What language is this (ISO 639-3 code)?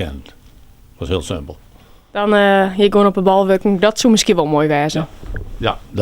fry